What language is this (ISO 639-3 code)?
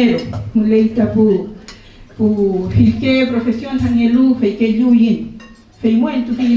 arn